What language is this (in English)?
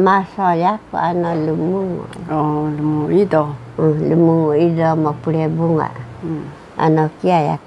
Taroko